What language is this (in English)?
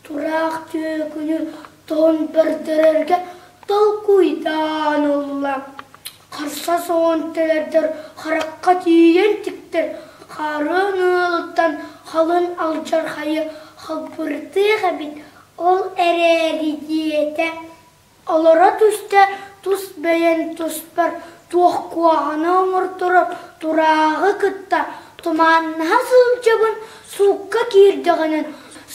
Yakut